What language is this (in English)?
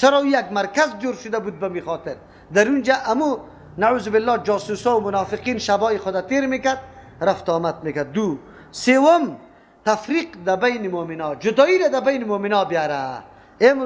Persian